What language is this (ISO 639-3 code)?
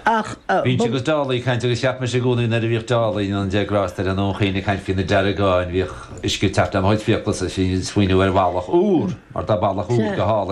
gle